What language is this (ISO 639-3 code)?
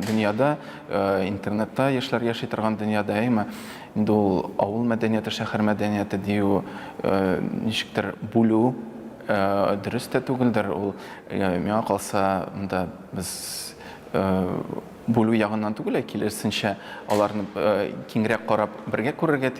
tat